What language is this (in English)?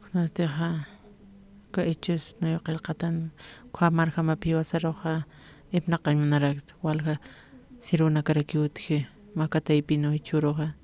Aymara